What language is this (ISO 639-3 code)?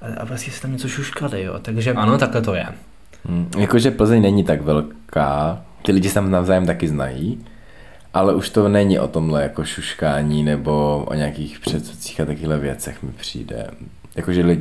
ces